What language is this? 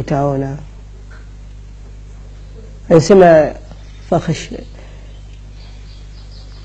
Swahili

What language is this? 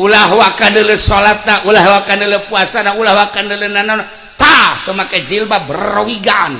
Sundanese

